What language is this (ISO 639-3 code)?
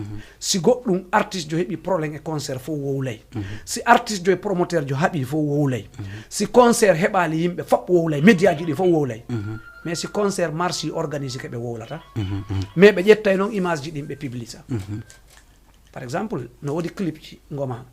ful